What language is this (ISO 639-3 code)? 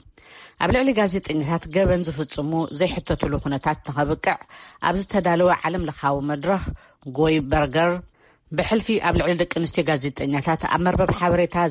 tir